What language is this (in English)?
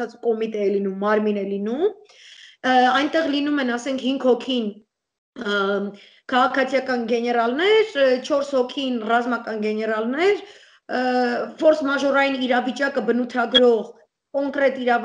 Armenian